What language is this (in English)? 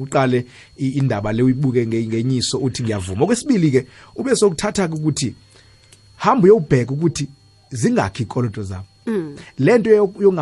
South Ndebele